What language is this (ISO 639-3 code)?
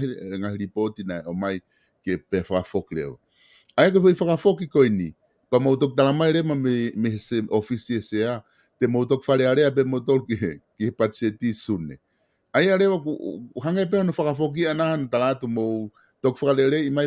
ton